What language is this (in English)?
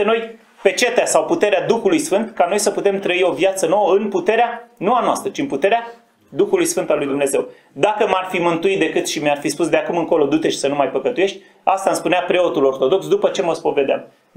Romanian